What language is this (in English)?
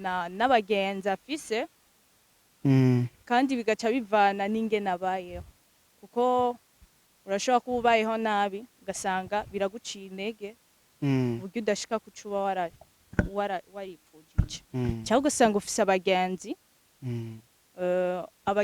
Rundi